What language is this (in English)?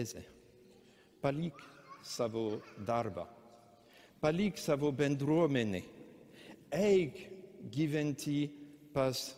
Lithuanian